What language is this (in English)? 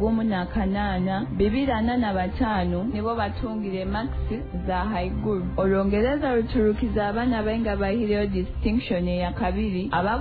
Nyoro